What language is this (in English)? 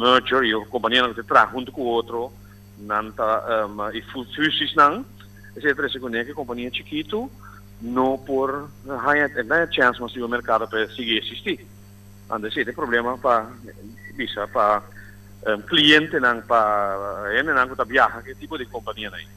Papiamento